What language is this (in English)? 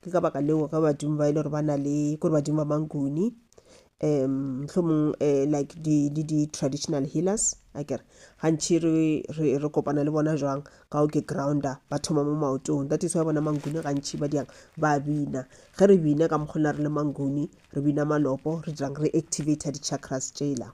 Northern Sotho